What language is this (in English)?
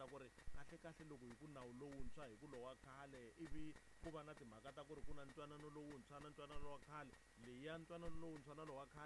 Tsonga